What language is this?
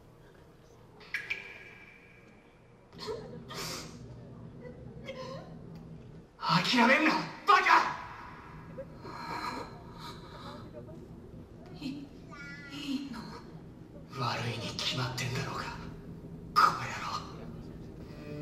Japanese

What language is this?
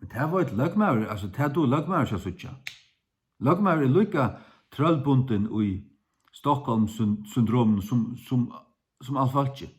Faroese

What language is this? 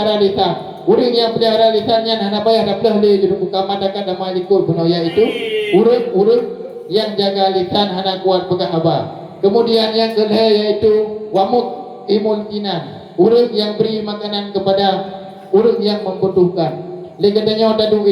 Achinese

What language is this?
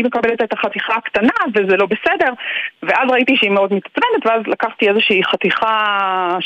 Hebrew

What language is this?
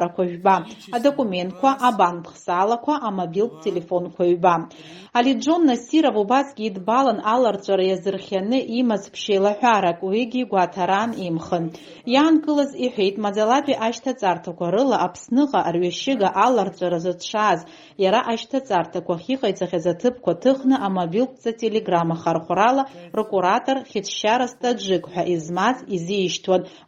Abkhazian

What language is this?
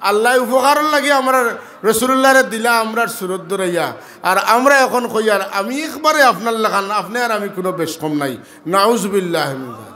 Sylheti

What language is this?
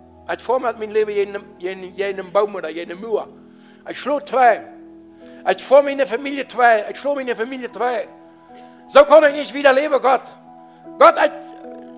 Plautdietsch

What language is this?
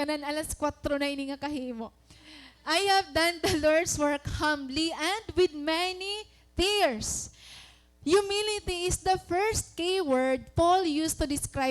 Waray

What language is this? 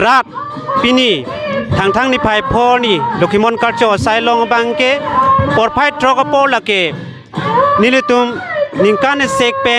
Karbi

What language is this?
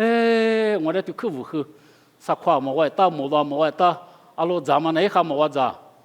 Lisu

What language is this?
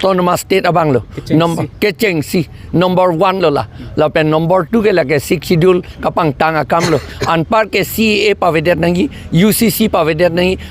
Karbi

